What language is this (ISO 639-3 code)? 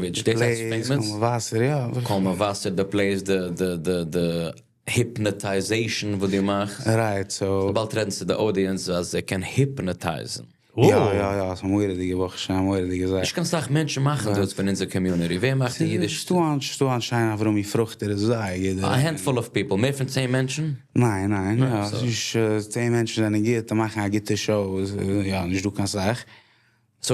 yid